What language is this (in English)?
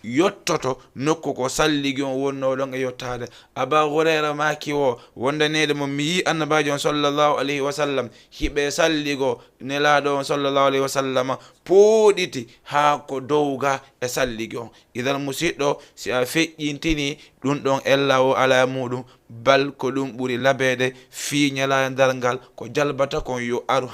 Fula